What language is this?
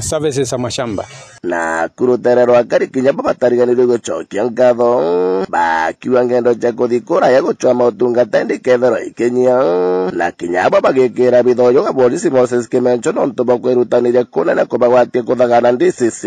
Meru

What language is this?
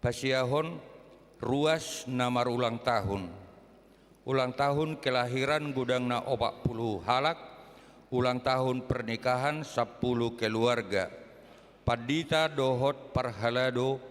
Batak Toba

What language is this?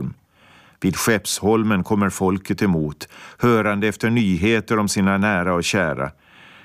Swedish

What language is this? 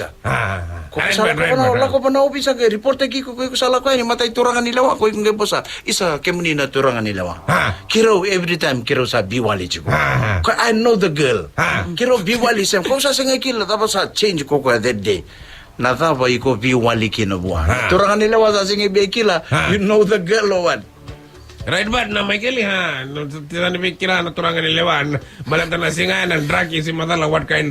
Fijian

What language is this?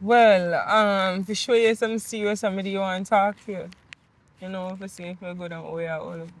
Jamaican Creole English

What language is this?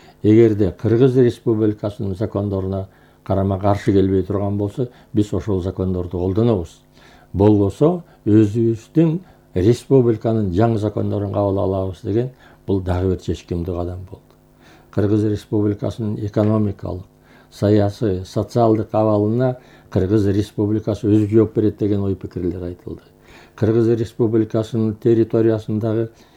Kyrgyz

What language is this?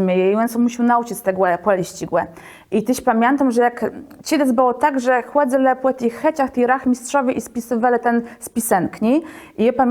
Kashubian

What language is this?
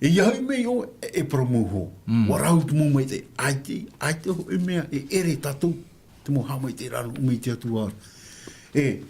Tahitian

